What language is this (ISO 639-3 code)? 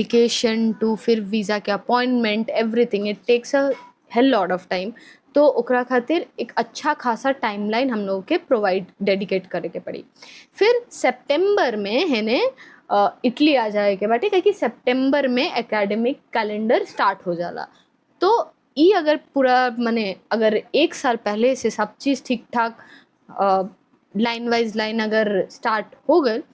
bho